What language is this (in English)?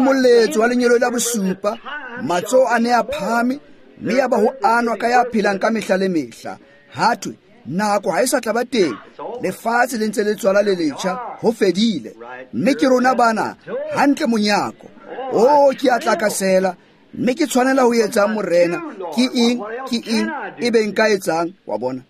Tswana